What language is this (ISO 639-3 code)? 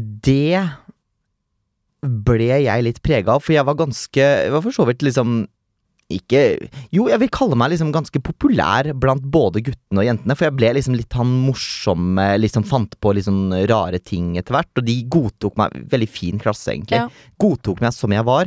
nor